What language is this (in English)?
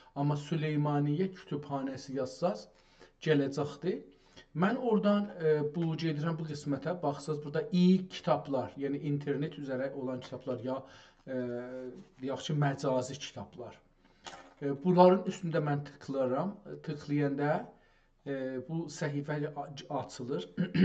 South Azerbaijani